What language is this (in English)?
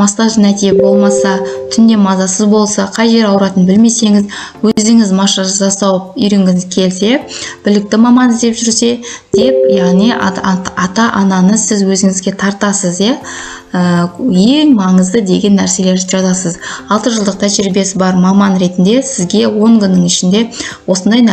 Kazakh